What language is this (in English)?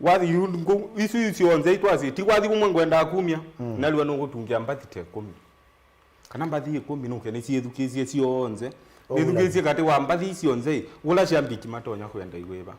Kamba